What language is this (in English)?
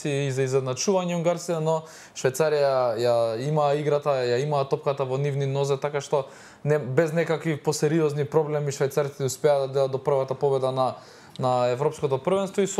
Macedonian